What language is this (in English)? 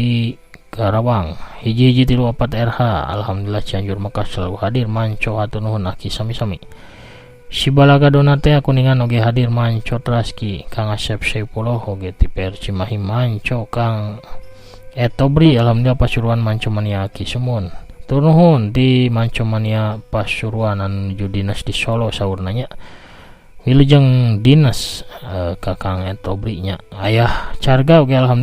Sundanese